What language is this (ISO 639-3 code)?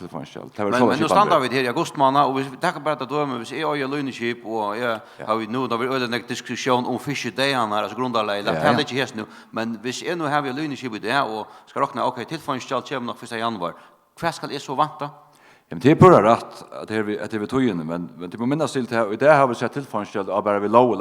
fao